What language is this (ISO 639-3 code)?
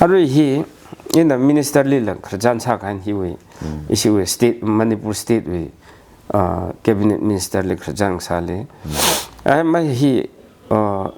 nmf